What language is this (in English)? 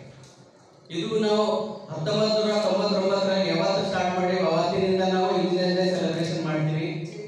Kannada